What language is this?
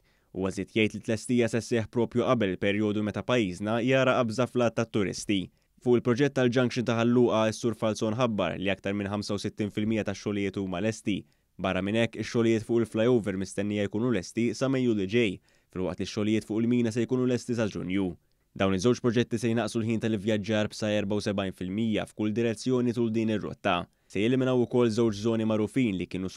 Maltese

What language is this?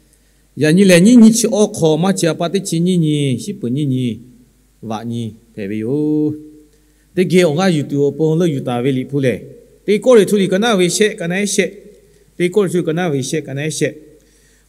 Lahu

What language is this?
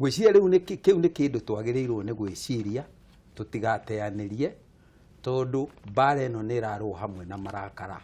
Kikuyu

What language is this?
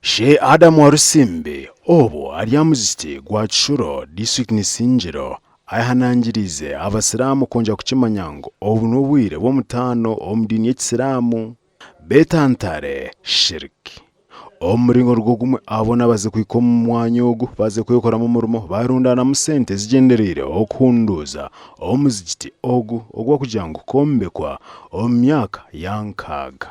Nyankole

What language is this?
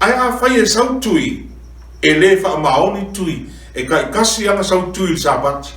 Samoan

